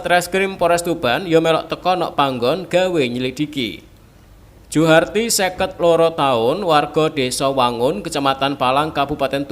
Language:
Javanese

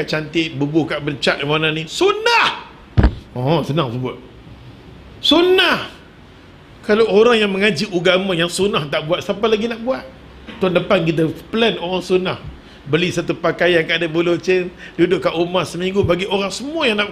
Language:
Malay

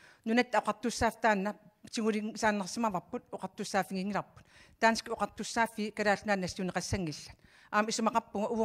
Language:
Kalaallisut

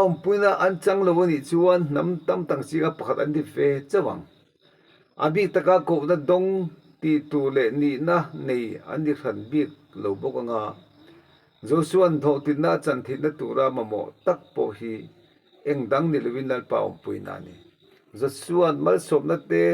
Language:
Mizo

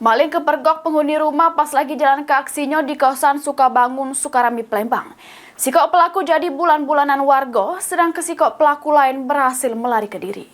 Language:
Musi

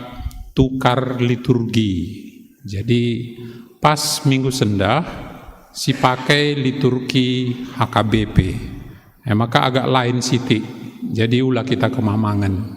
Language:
Batak Karo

